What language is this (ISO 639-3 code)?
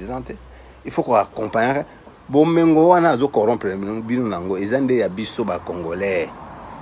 lin